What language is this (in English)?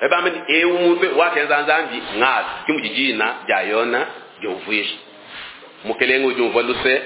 Luba-Lulua